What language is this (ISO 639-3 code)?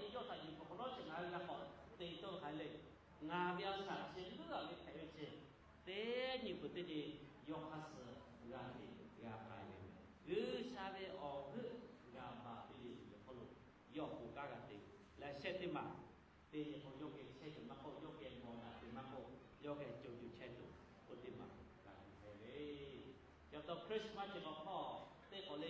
lhu